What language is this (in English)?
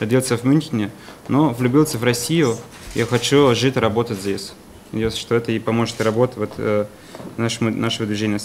Russian